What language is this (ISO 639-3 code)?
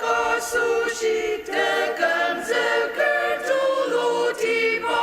njo